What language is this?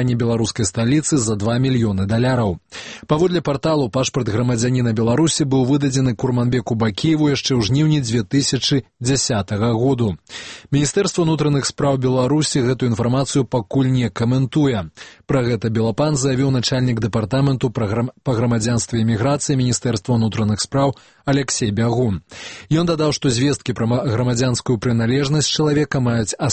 Belarusian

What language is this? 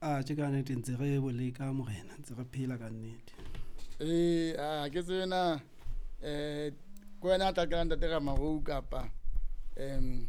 Southern Sotho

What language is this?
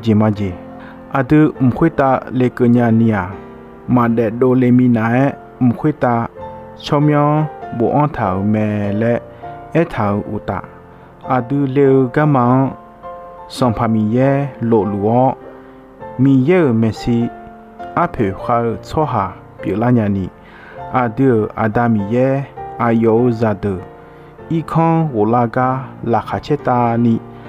Akha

